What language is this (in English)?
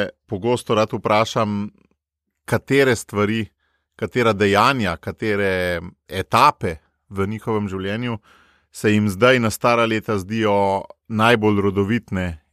Slovenian